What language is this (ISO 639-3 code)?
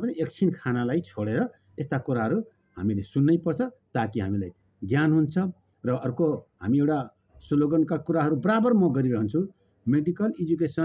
nep